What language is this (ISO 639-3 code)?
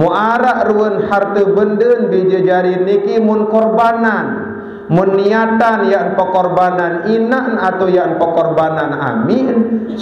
sas